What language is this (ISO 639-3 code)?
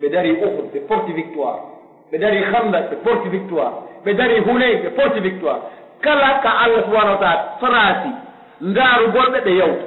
fuf